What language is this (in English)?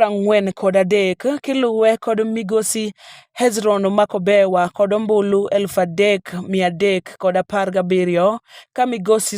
Luo (Kenya and Tanzania)